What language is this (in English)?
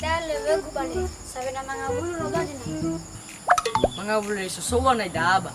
Nias